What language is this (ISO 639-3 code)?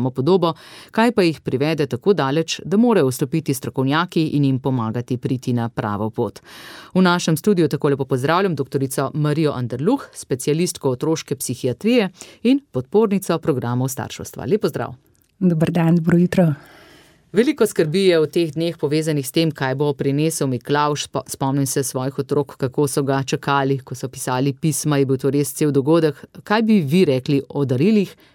slv